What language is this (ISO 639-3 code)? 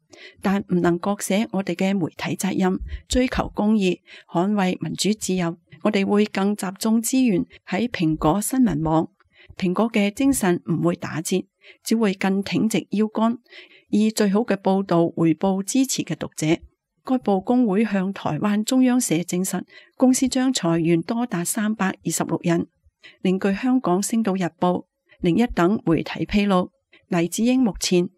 yue